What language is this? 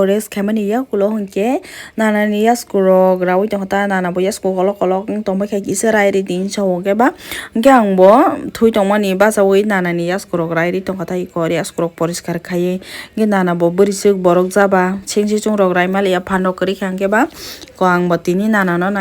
Kok Borok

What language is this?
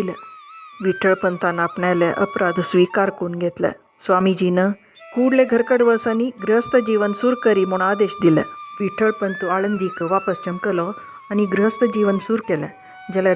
Konkani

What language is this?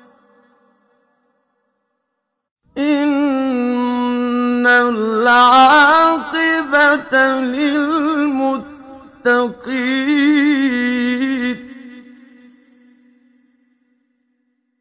Arabic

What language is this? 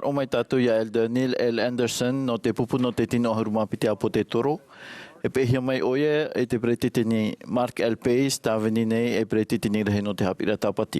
Tahitian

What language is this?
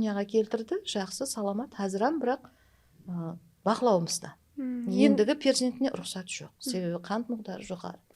Kara-Kalpak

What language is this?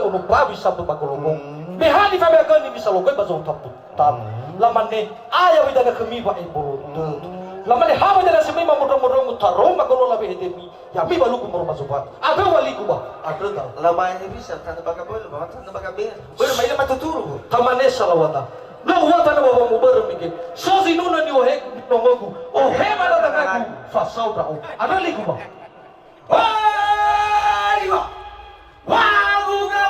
Nias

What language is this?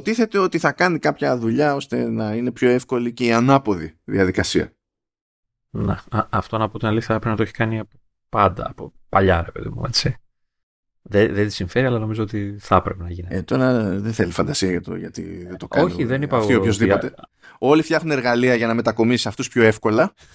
Greek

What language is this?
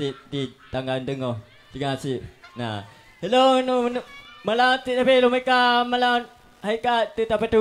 Achinese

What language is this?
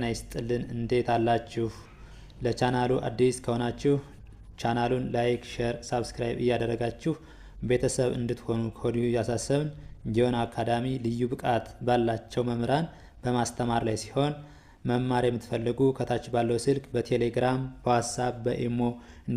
Amharic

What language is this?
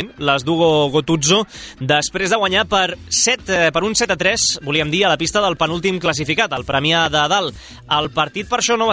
Catalan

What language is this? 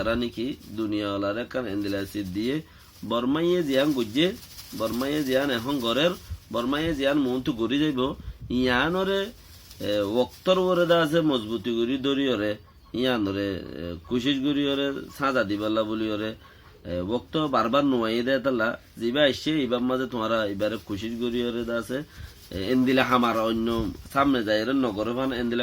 Rohingya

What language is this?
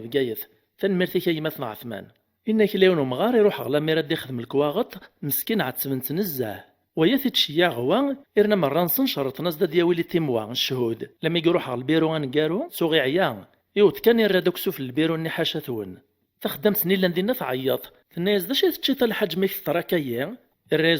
Kabyle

